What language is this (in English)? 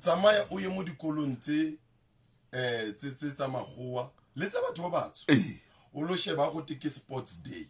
Southern Sotho